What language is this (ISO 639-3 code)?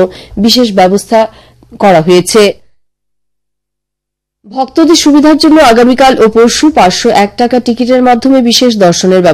ben